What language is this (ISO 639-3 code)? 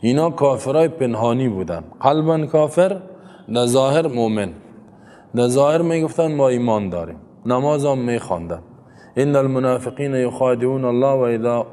fas